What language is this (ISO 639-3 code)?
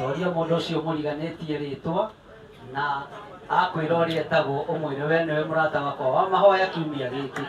kik